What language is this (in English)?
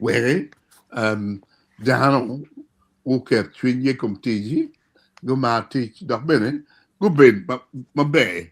Acoli